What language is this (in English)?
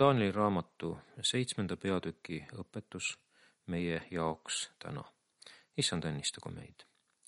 Estonian